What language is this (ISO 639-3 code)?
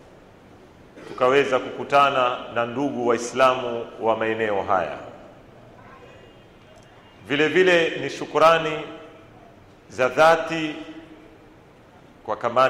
swa